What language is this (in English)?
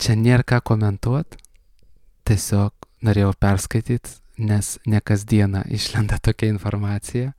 Lithuanian